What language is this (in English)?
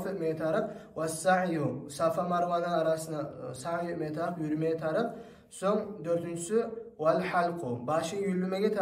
Kumyk